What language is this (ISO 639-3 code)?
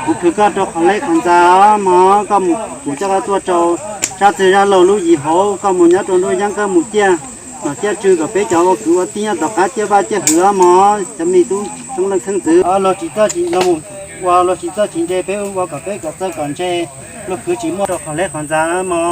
hmn